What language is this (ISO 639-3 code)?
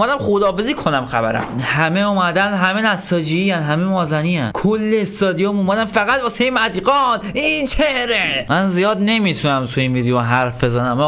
fas